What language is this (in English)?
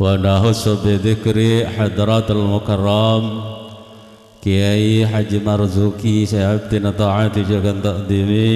Madurese